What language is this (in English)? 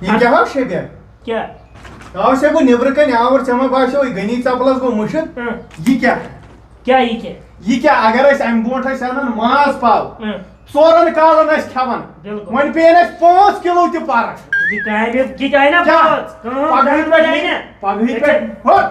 Kashmiri